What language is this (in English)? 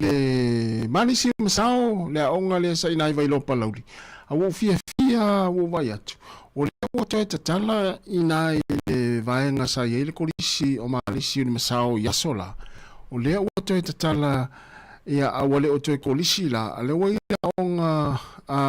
Samoan